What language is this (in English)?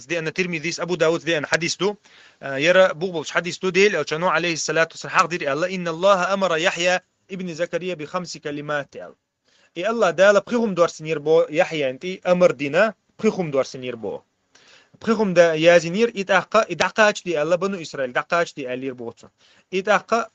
Chechen